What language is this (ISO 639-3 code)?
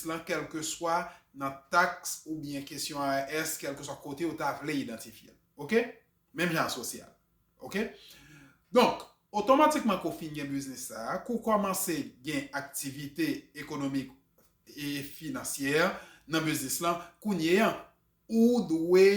hat